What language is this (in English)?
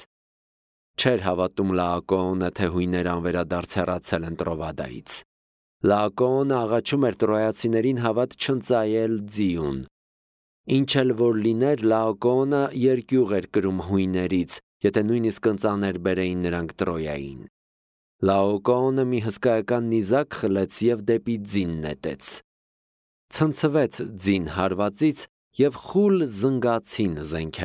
Armenian